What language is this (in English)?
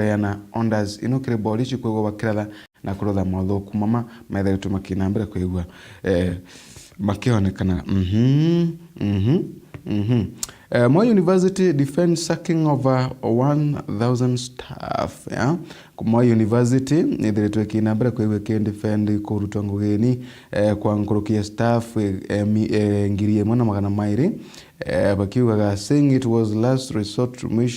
Meru